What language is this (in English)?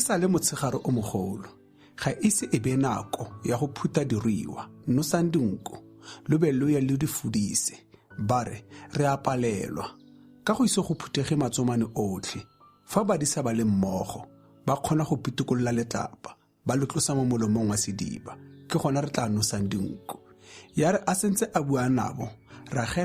Tswana